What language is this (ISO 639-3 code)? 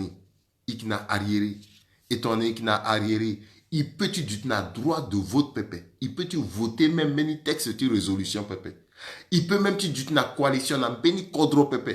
sag